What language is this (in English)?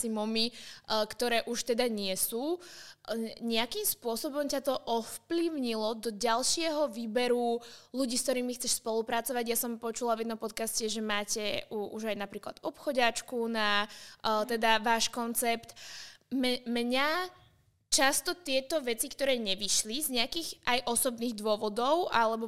Slovak